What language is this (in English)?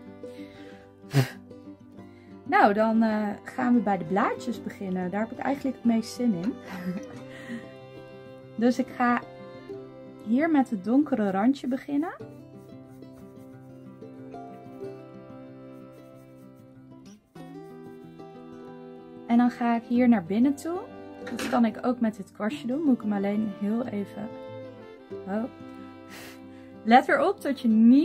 Dutch